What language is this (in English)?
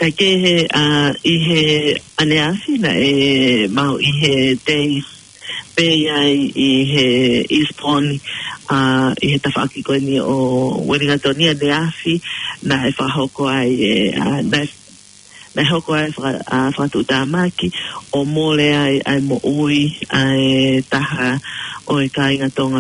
Tongan